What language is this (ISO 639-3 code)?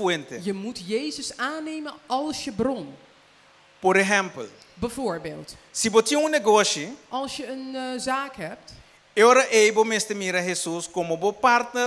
pap